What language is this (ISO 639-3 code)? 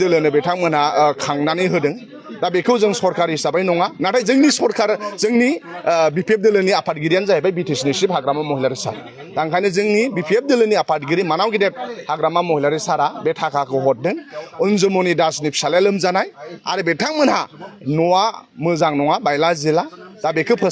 brx